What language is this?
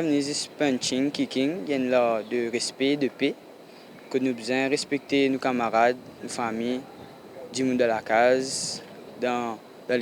Morisyen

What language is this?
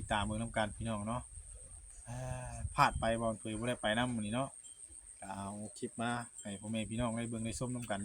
Northeastern Thai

